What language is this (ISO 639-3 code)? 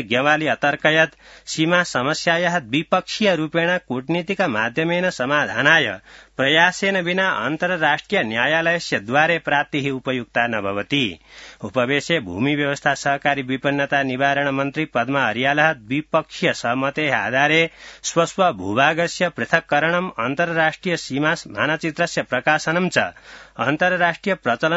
san